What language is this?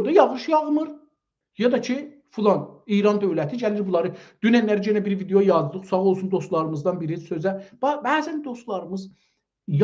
South Azerbaijani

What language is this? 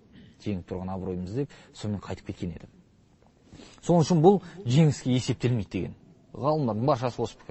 Kazakh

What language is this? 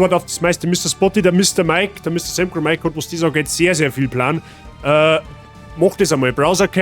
Bavarian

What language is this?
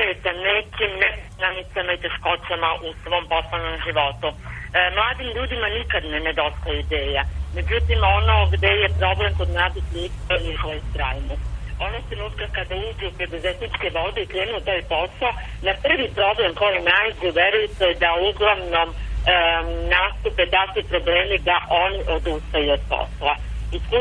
Serbian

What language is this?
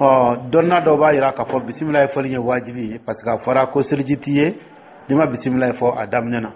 Dyula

